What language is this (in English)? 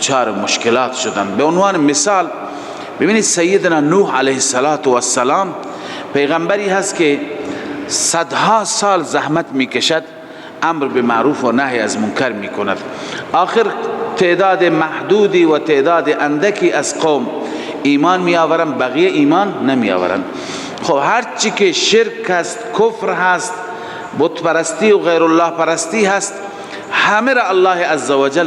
Persian